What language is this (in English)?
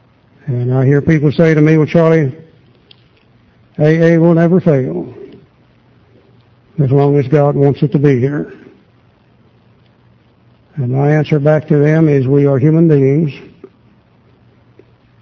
English